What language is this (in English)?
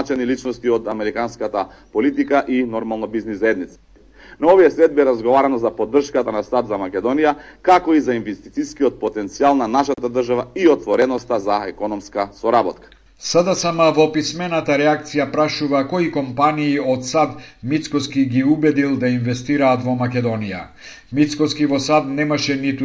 Macedonian